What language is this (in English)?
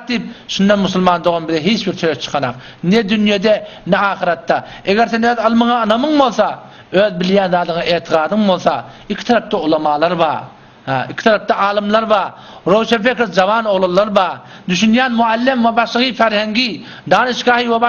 Turkmen